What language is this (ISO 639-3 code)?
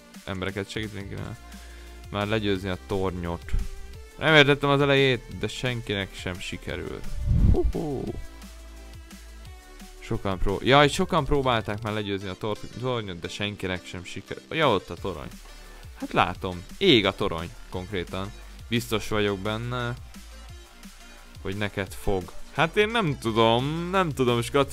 hun